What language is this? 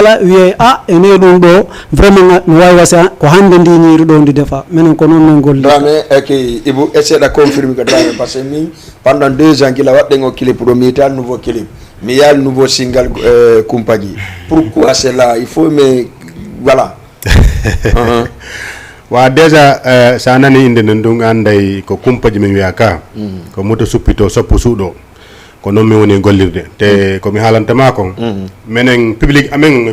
Fula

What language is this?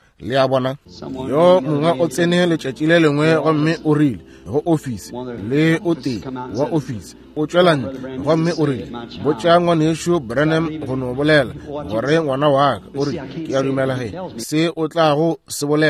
Northern Sotho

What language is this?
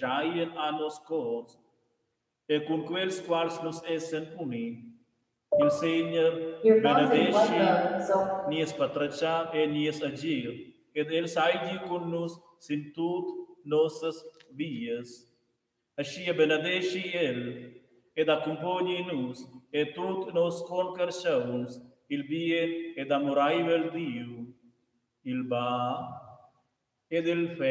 Romansh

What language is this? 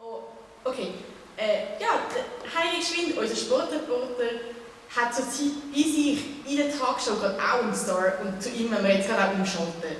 Swiss German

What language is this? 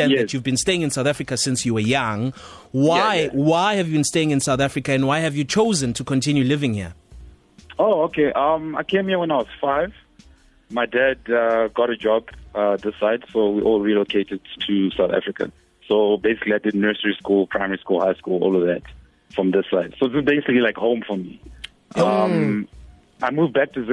English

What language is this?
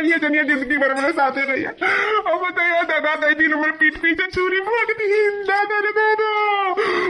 Awadhi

